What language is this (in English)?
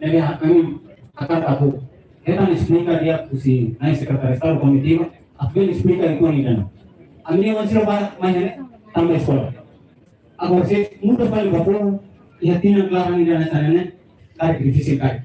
Tetum